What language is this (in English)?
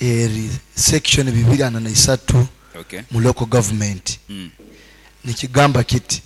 Nyoro